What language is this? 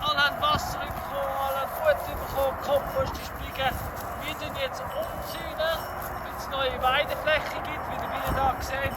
Swiss German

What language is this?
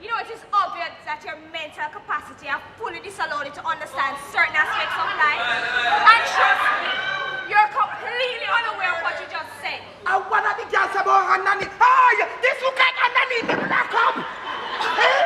Jamaican Creole English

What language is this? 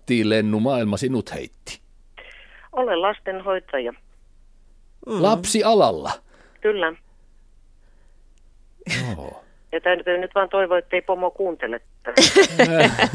Finnish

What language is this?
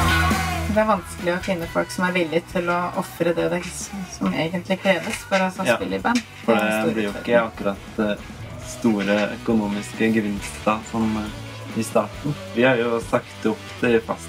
Norwegian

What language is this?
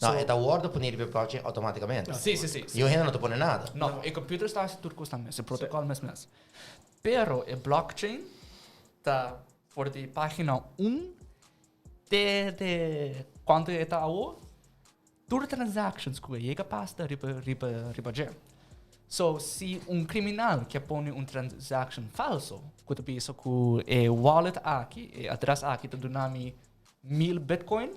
Papiamento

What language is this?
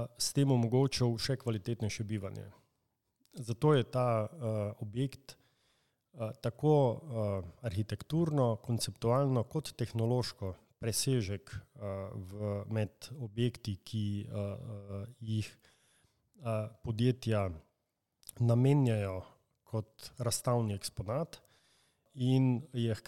Slovenian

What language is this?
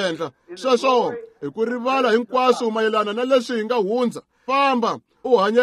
Tsonga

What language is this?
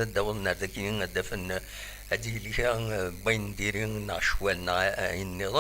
Kabyle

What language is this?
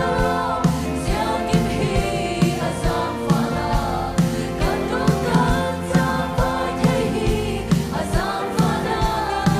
Falam Chin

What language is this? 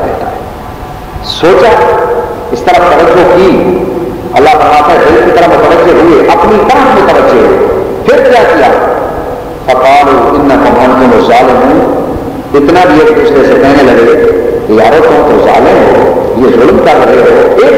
Urdu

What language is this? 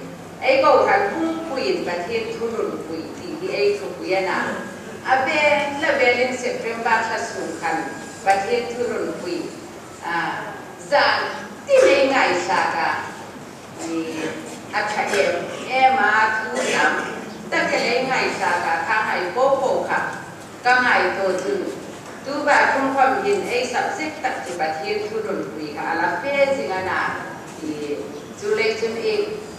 Hmar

